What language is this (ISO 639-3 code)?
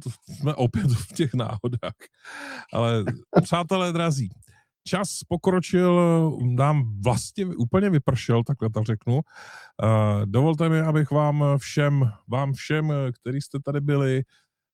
ces